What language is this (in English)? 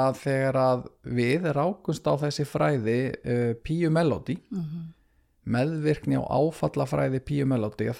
Icelandic